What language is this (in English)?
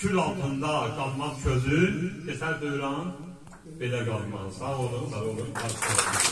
South Azerbaijani